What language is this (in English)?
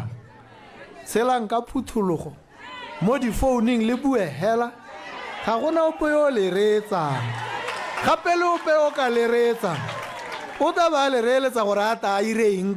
Tswana